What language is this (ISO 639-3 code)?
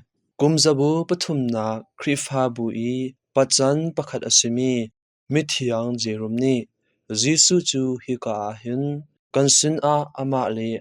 cnh